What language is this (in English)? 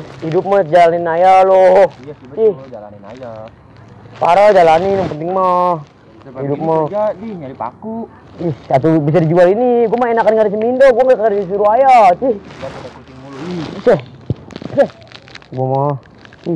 Betawi